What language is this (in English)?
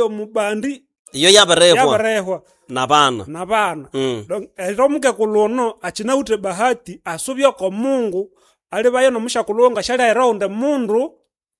Nande